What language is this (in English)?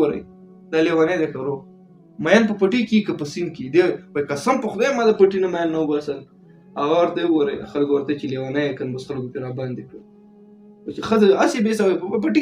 Pashto